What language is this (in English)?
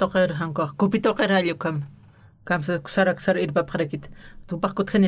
Aymara